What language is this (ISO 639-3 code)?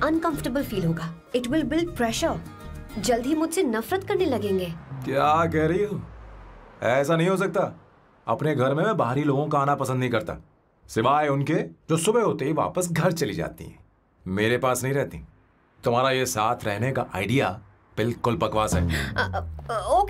hin